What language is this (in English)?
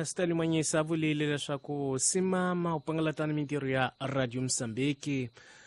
Tsonga